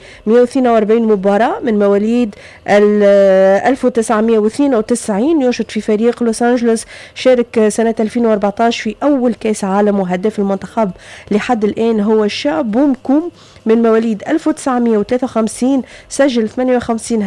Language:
Tunisian Arabic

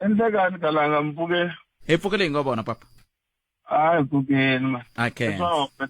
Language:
Tsonga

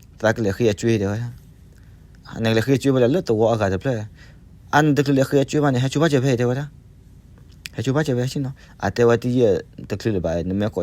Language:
S'gaw Karen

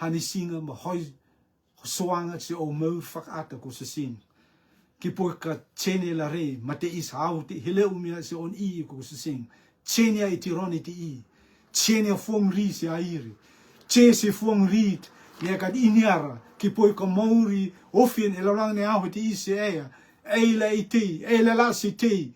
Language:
Rotuman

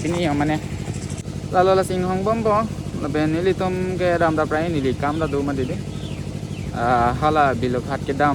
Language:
Karbi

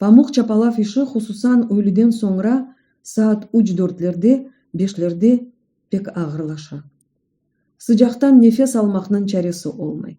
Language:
Crimean Tatar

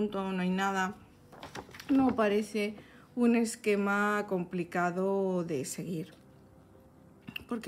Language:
Spanish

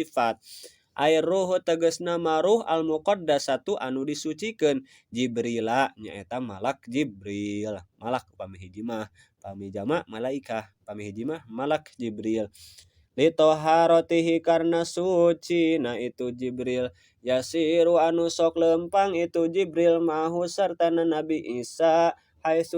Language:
Sundanese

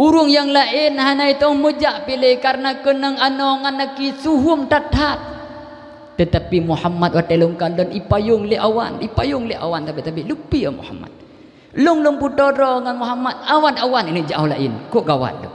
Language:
Achinese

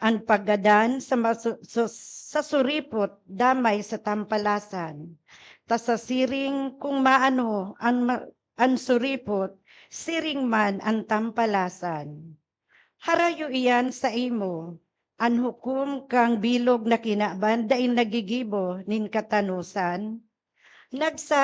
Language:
Bikol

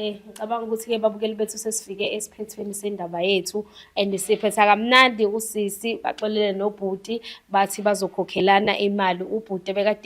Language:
Zulu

